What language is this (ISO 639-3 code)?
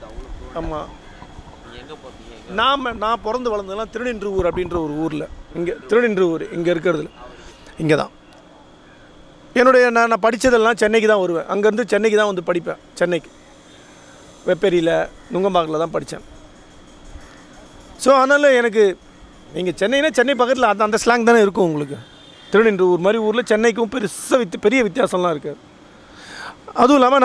tam